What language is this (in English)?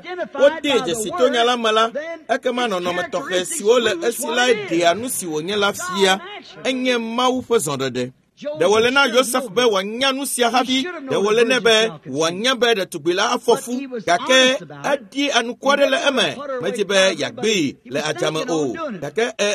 Ewe